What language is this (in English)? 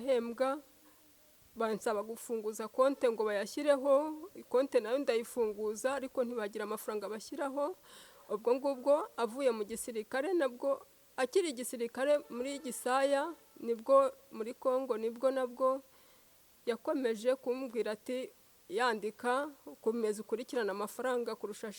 Kinyarwanda